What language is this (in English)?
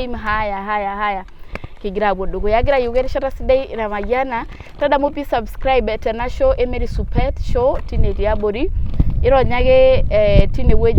Masai